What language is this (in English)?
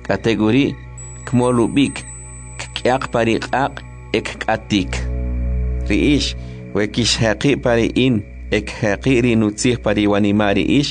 Kʼicheʼ